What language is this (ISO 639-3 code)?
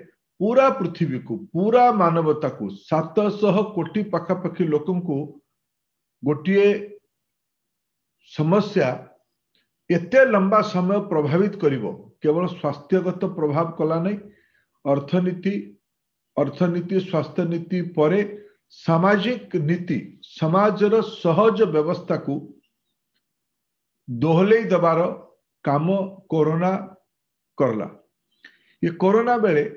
ori